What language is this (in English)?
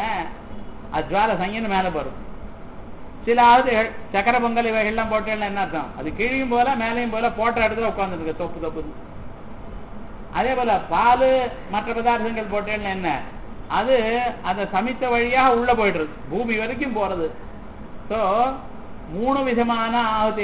Tamil